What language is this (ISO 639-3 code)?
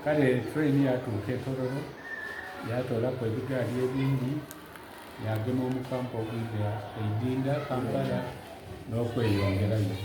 xog